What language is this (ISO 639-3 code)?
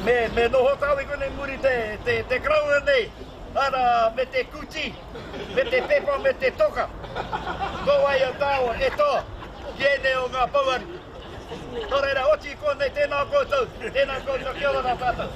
mri